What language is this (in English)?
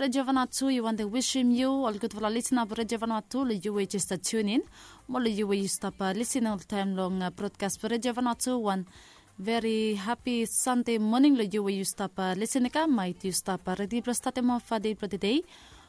Bislama